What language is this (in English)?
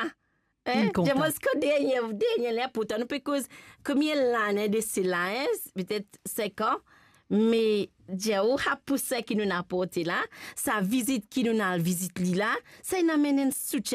Morisyen